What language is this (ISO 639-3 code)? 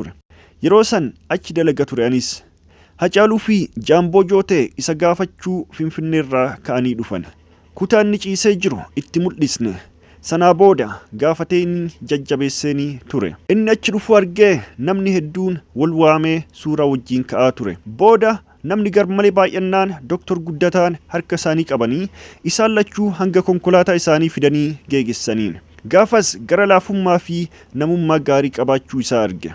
orm